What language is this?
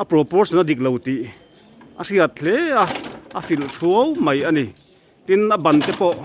Mizo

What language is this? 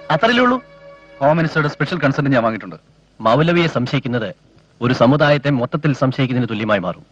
Malayalam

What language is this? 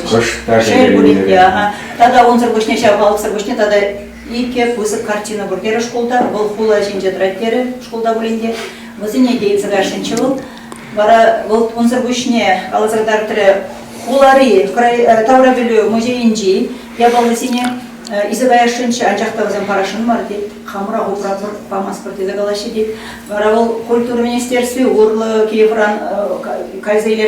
Chuvash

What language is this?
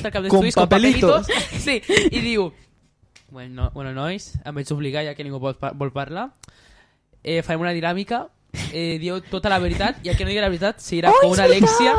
Catalan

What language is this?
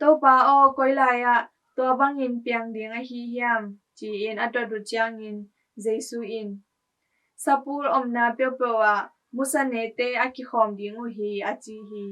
Tedim Chin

